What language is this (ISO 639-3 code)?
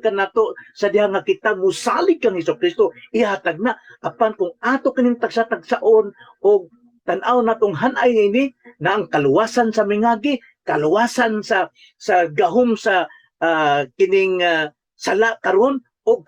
ceb